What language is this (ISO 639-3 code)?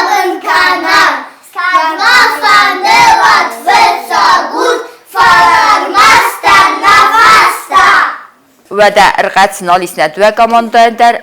oss